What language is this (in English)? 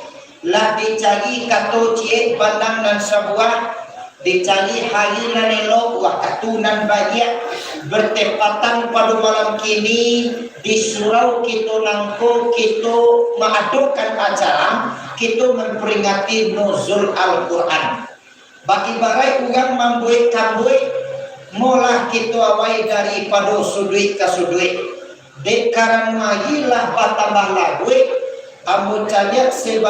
Minangkabau